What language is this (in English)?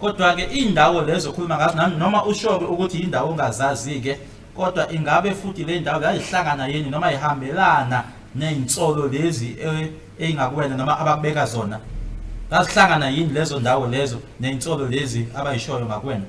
Zulu